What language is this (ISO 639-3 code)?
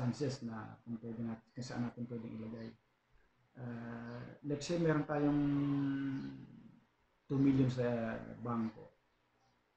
fil